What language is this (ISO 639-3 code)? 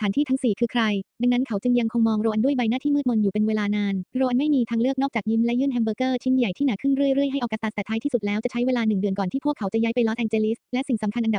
tha